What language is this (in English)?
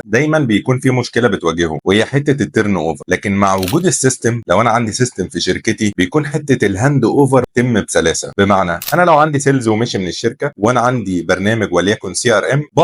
Egyptian Arabic